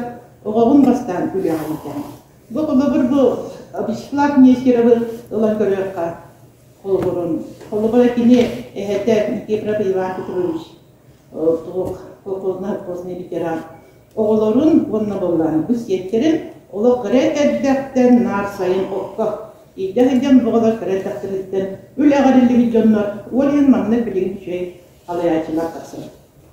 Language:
Yakut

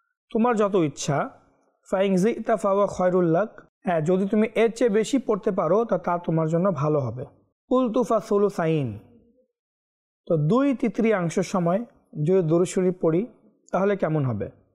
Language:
Bangla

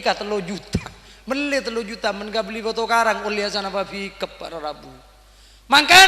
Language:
Madurese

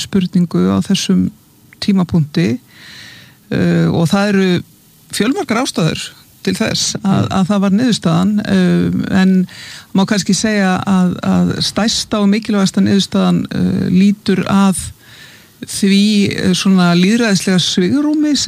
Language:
Icelandic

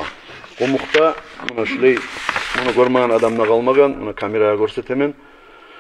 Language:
Kumyk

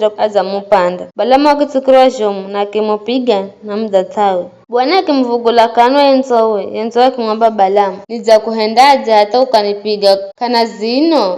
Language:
Giryama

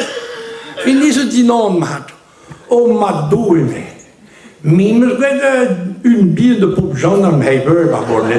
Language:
Breton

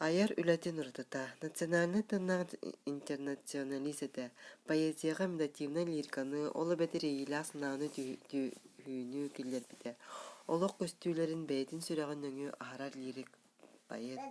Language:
Yakut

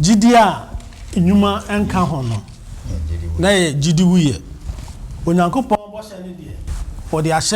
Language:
Akan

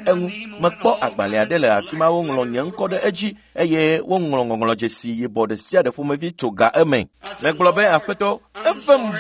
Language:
Ewe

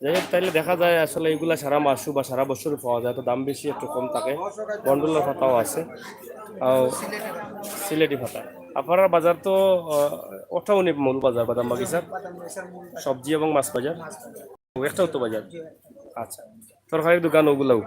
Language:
Sylheti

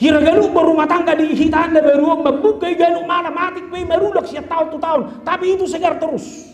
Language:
Batak Toba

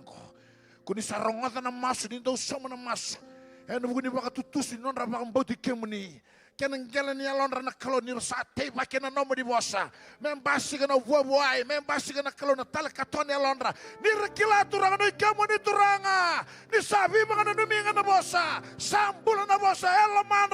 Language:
Fijian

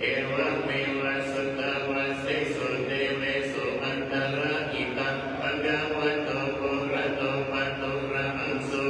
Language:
Pali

